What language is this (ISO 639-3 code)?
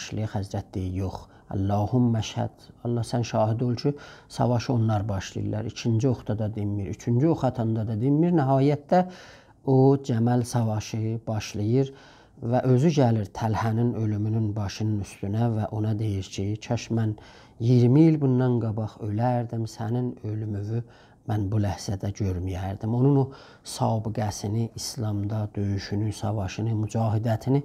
azb